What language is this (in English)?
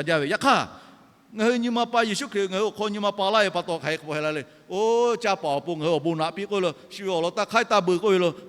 Lahu